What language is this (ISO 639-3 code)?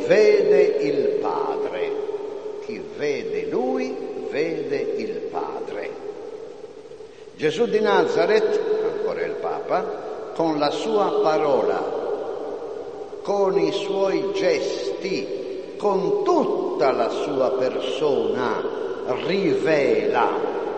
ita